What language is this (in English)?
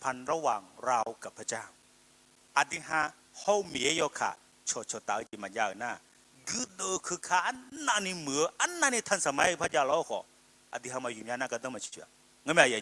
Akha